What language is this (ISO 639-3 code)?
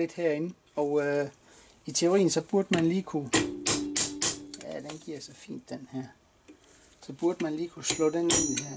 dan